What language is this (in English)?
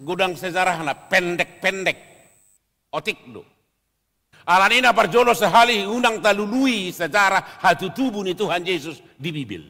Batak Toba